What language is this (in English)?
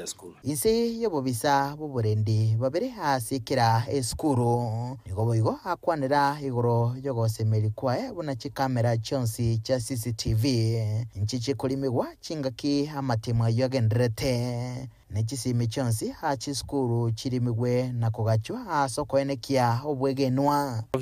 Gusii